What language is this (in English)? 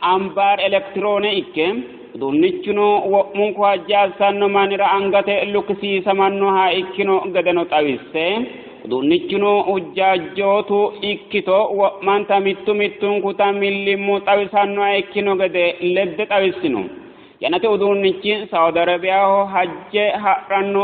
Sidamo